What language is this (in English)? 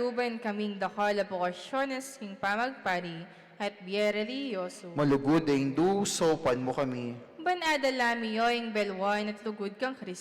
Pampanga